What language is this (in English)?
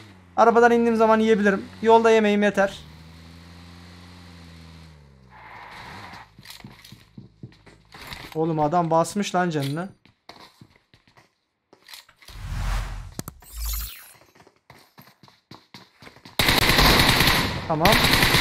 Turkish